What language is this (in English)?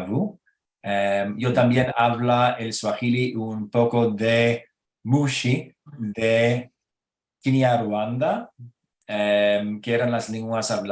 Ladino